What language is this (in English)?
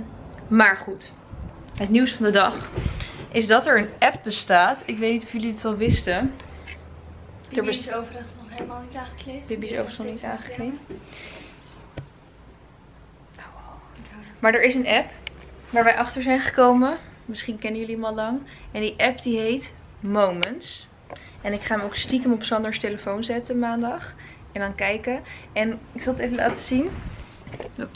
Dutch